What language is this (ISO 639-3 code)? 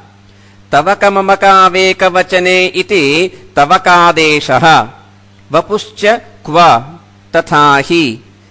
san